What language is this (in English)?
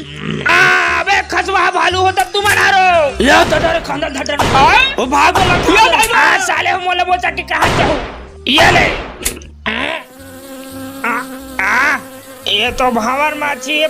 Chhattisgarhi